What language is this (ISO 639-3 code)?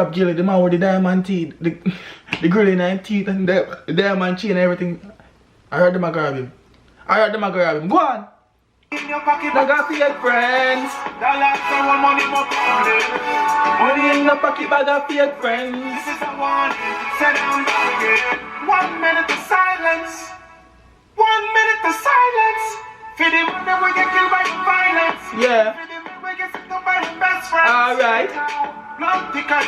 jam